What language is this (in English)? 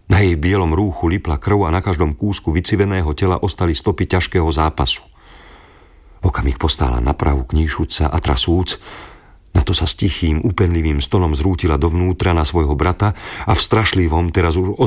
Slovak